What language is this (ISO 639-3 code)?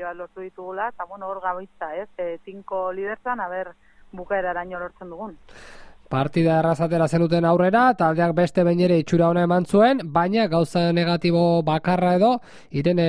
eus